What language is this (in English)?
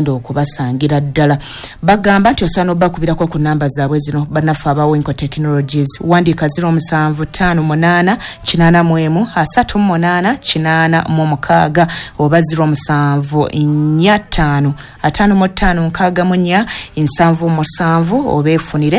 Ganda